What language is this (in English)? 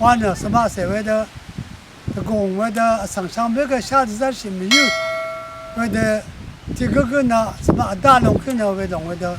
Rawang